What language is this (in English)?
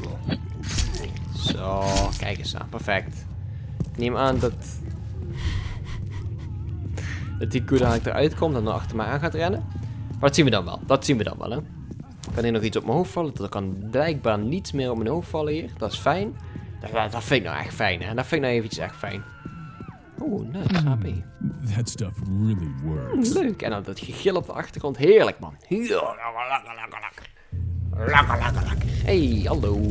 Dutch